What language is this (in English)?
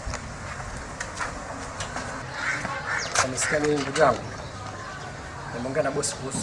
Swahili